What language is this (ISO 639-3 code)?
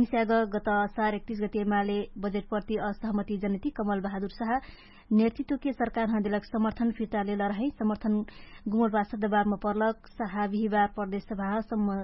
thl